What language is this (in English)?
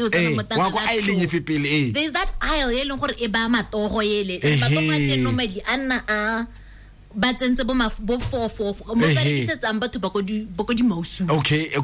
Tswana